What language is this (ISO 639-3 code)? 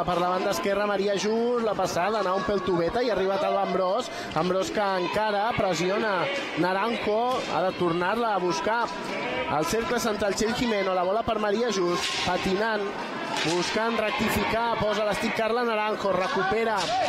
cat